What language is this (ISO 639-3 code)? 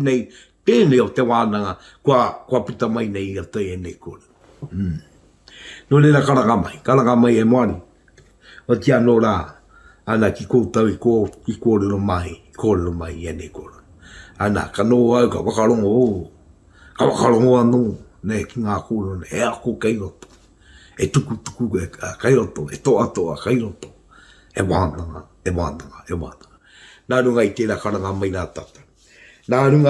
mri